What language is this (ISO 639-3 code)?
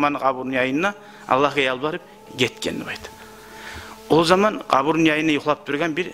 kum